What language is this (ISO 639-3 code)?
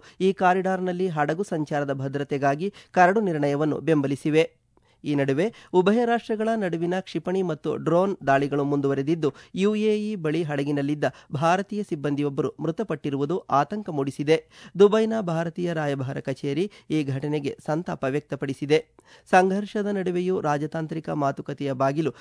kan